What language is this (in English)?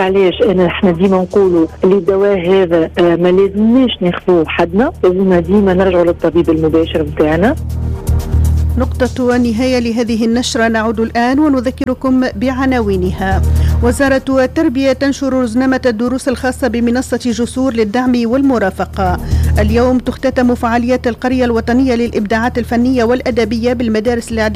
Tunisian Arabic